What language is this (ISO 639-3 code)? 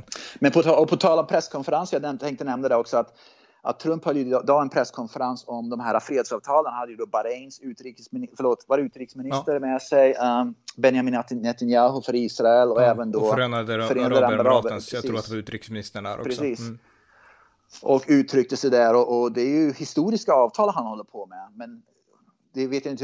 swe